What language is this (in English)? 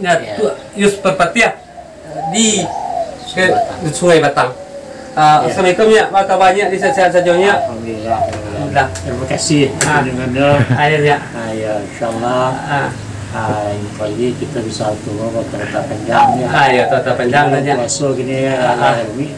Minangkabau